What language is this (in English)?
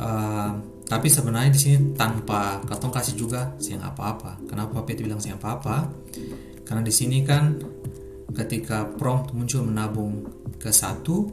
Ambonese Malay